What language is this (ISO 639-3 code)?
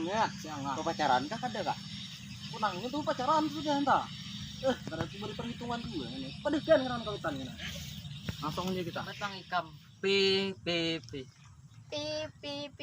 bjn